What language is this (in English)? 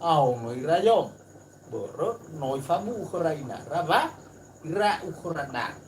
Nias